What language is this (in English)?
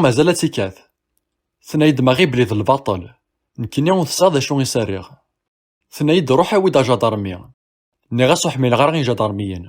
Kabyle